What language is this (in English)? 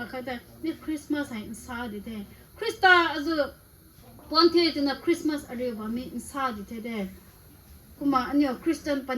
Rongmei Naga